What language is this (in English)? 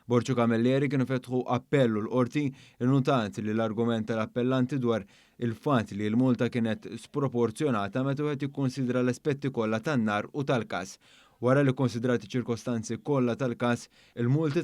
Maltese